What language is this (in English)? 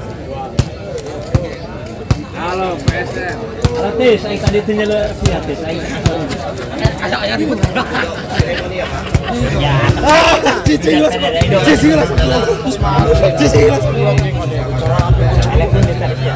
Indonesian